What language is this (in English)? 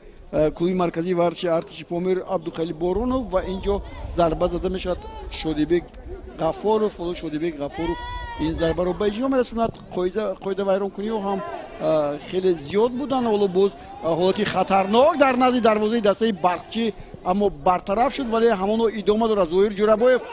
Tajik